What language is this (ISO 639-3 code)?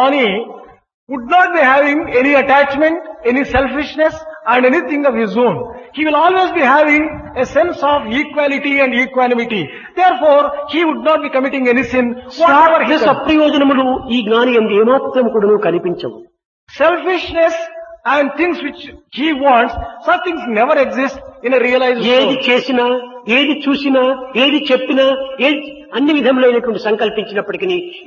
tel